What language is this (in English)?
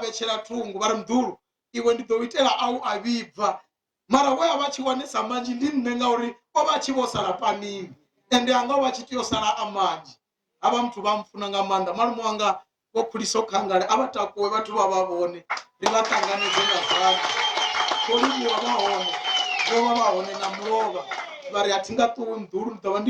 Venda